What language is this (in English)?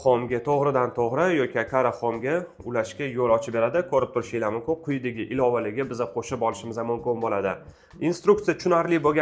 Uzbek